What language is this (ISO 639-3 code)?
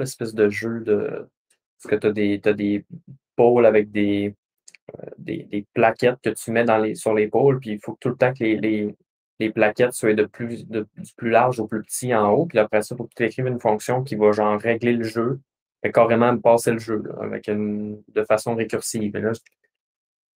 fra